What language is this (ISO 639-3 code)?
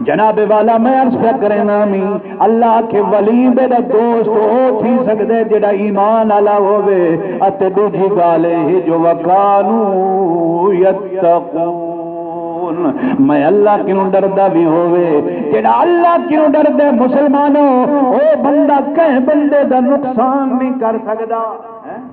skr